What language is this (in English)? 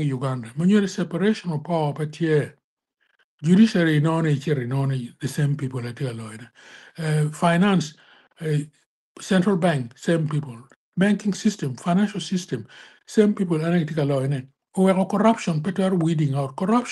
Acoli